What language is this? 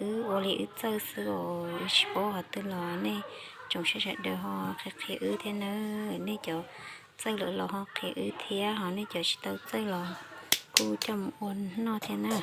Hmong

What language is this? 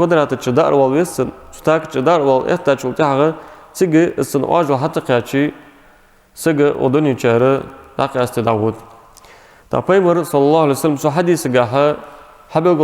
Ingush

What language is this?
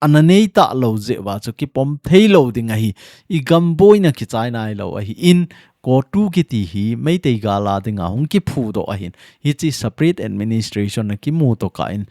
Thado Chin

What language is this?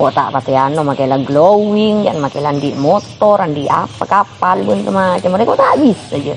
Madurese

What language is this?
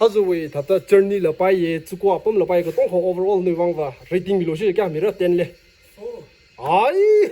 Tangkhul Naga (India)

